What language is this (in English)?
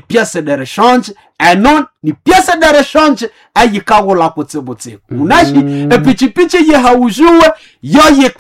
Nande